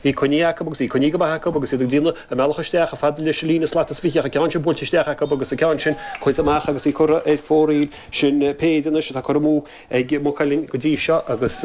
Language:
Irish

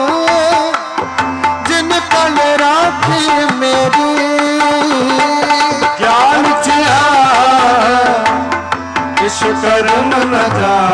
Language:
Punjabi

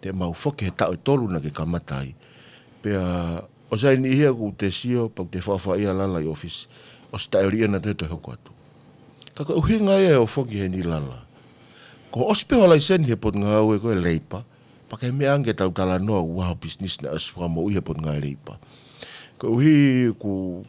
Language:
Tongan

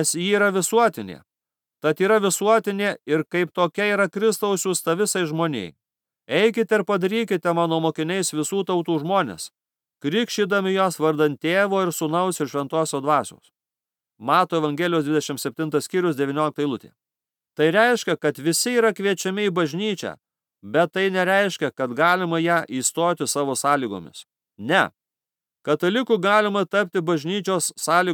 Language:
Lithuanian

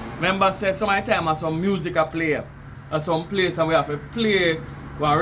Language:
Jamaican Creole English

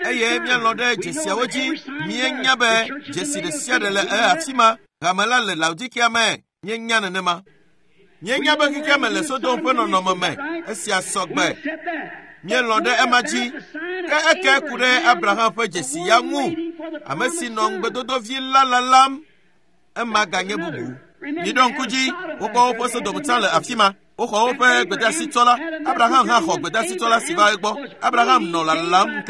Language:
Ewe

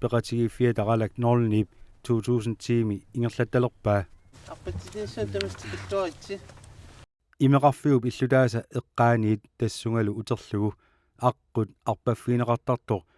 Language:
Kalaallisut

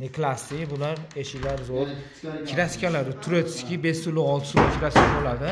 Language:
Uzbek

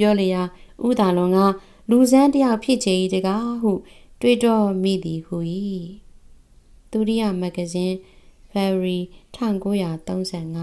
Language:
Burmese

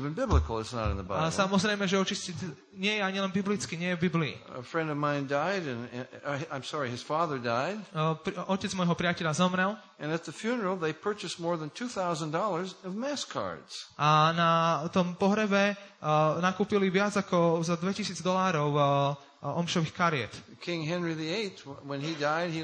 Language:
Slovak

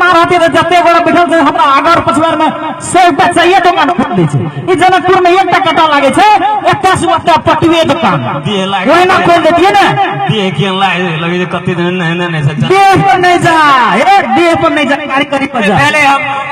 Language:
Maithili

